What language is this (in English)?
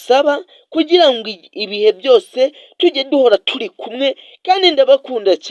Kinyarwanda